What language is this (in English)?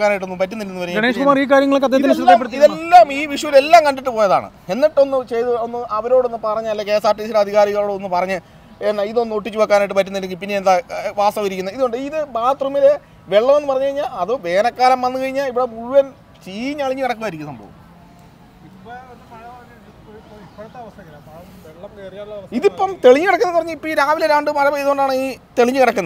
Malayalam